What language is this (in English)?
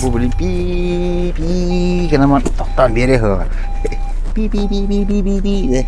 Yakut